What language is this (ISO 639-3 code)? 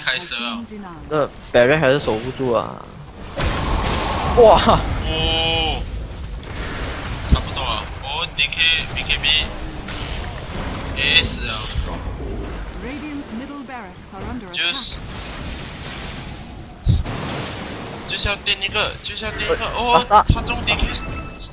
zho